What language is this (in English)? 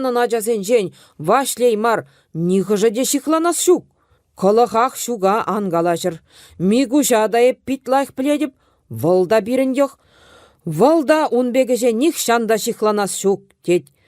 Chuvash